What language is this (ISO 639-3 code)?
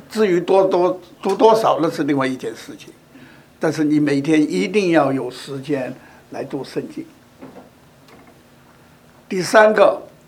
zho